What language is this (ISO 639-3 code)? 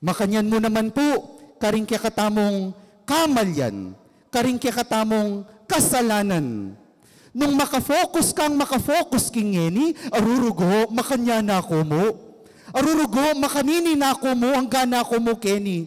pam